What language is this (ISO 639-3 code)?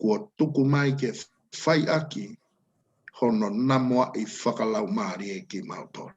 ton